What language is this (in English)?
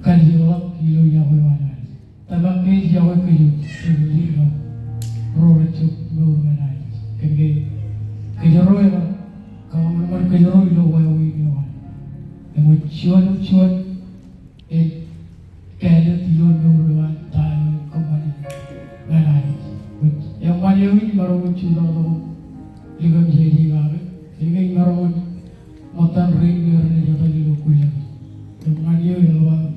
Marshallese